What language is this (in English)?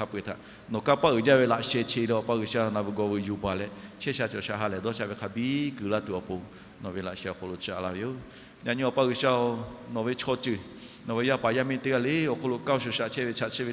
Lahu